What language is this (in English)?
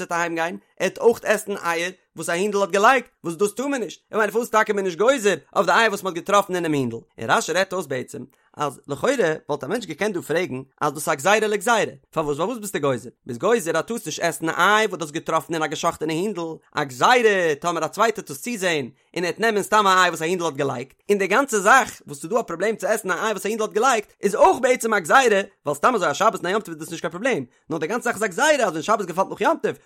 Yiddish